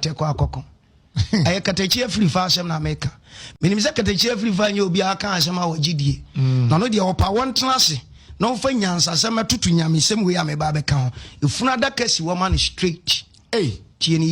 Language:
Akan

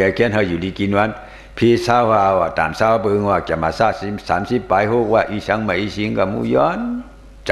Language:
Shan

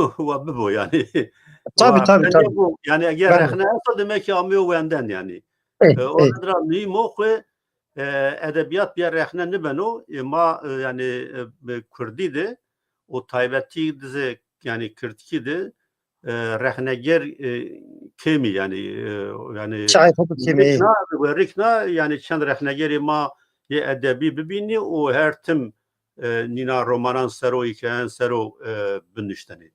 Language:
Zaza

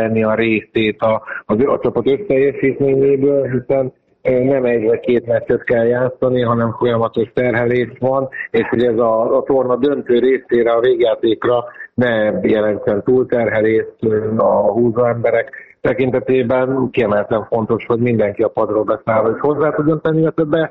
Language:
Hungarian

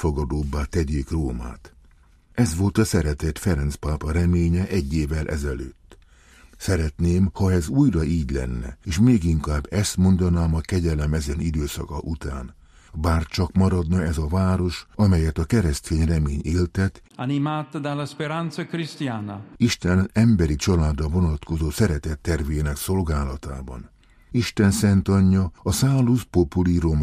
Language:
Hungarian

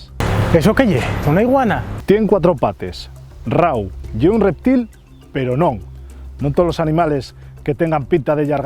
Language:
Asturian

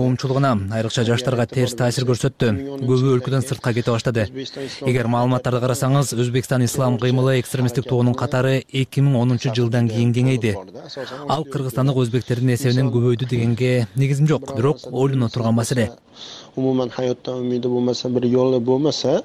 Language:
Kyrgyz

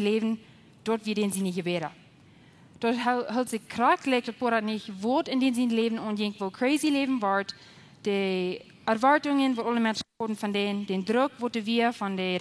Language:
Plautdietsch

